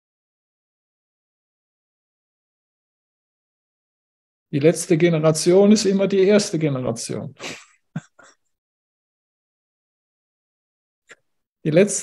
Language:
German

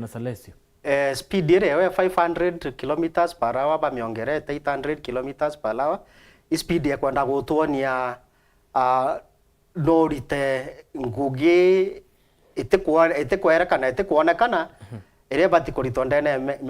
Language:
Meru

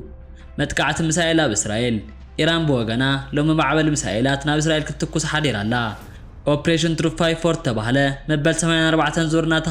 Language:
Tigrinya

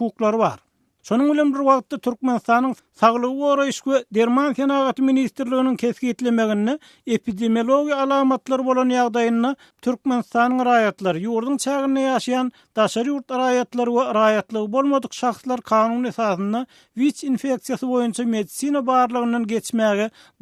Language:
Turkmen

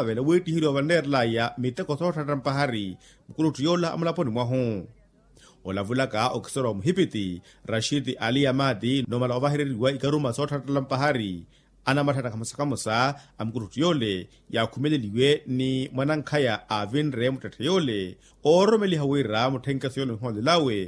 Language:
Makhuwa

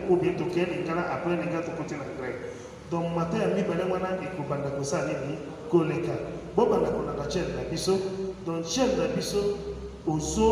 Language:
Lingala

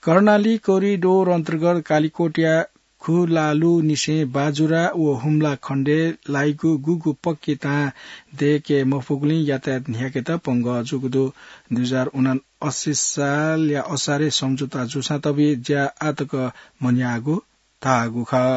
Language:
Newari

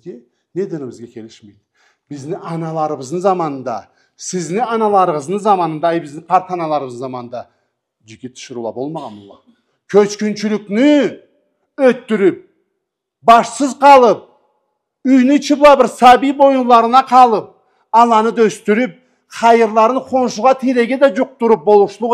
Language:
Karachay-Balkar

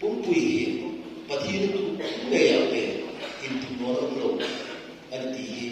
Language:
Hmar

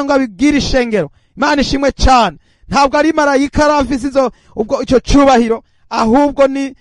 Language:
Rundi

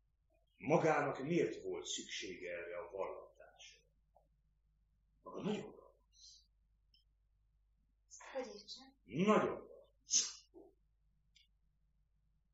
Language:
Hungarian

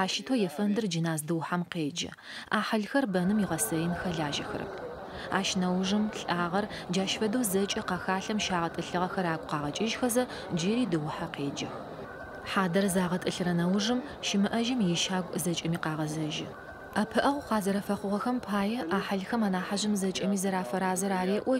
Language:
Adyghe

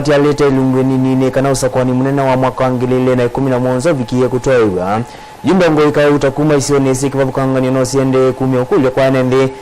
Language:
Kamba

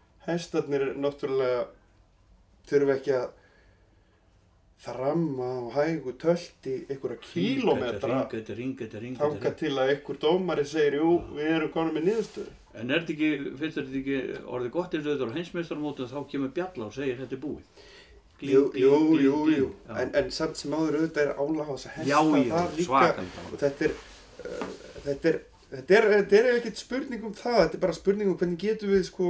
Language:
Icelandic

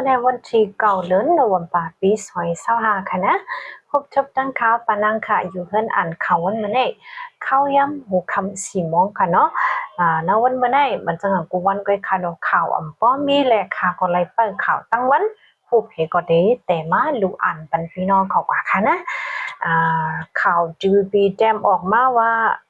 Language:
Shan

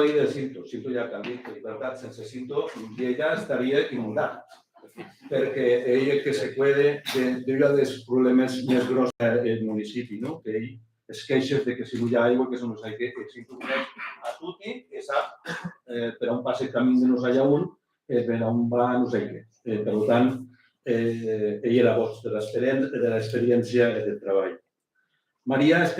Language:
Occitan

